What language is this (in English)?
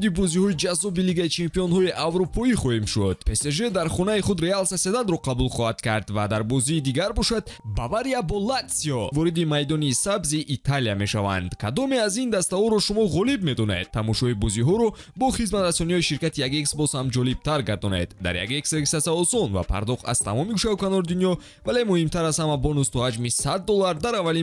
Tajik